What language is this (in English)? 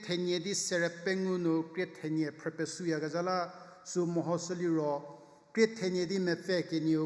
Angami Naga